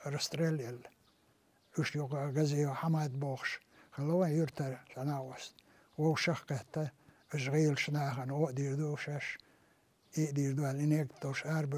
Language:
Chechen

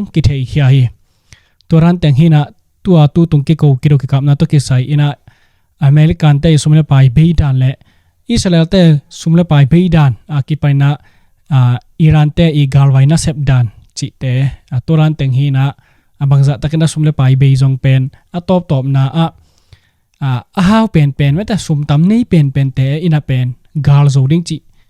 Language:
Tedim Chin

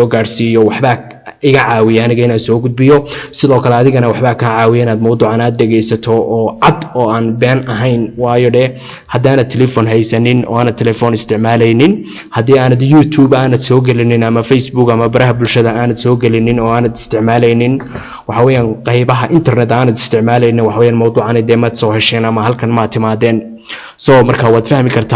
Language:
Somali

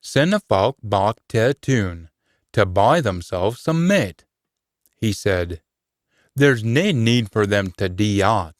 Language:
Scots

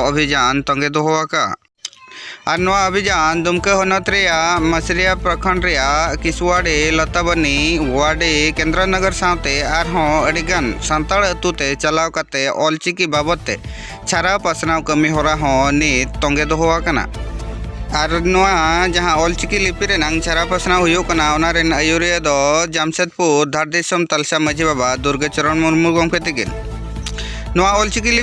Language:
Santali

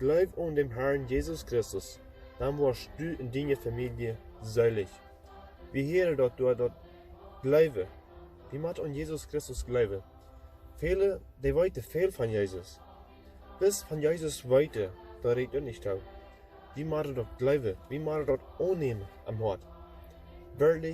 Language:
Plautdietsch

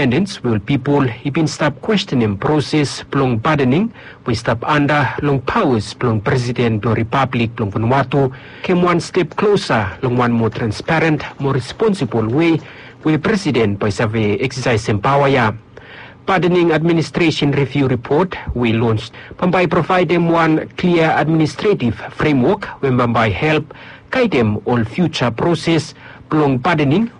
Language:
Bislama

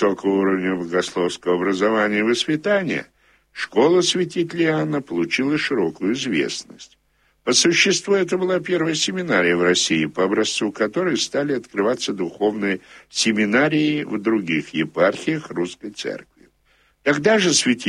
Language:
Russian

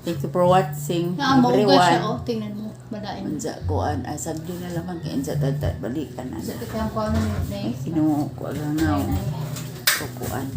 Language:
Cebuano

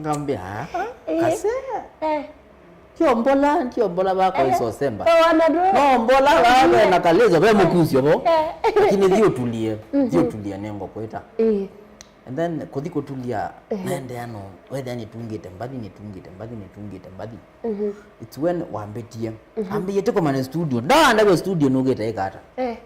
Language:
Kamba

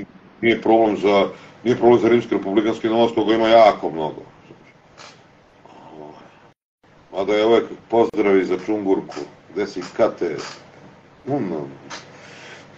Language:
Serbian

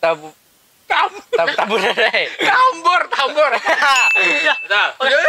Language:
Banjar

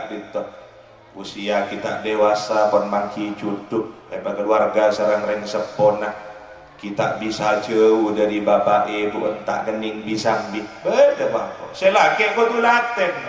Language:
Madurese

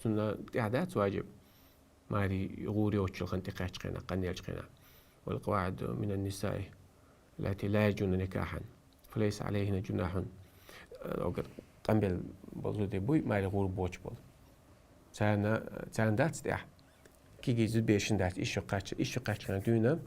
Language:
Chechen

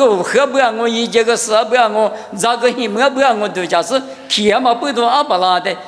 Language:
Lisu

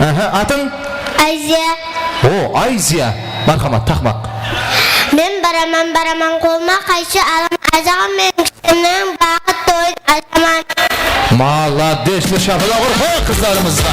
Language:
Kara-Kalpak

